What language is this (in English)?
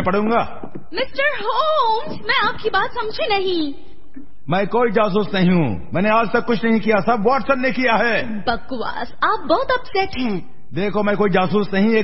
Hindi